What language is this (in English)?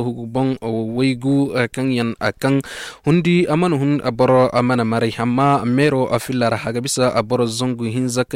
Zarma